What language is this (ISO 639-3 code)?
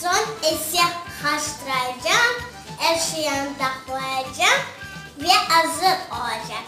crh